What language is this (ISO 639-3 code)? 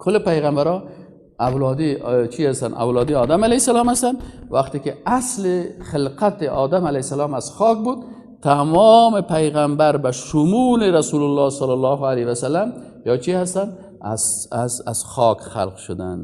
tgk